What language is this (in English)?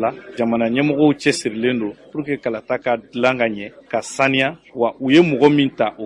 Bambara